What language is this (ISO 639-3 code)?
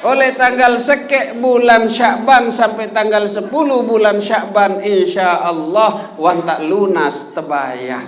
sas